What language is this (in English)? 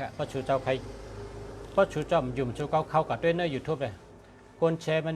Shan